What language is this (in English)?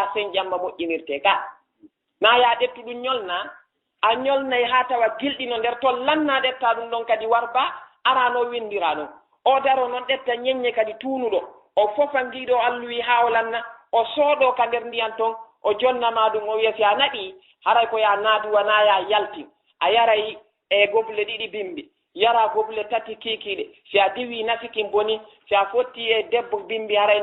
Fula